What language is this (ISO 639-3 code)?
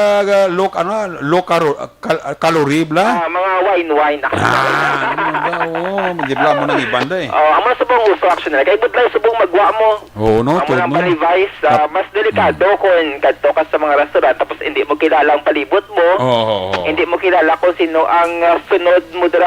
hil